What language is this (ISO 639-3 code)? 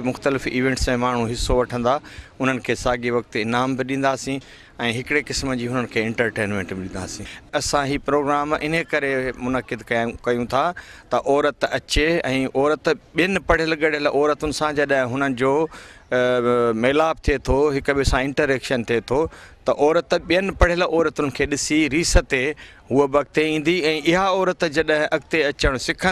snd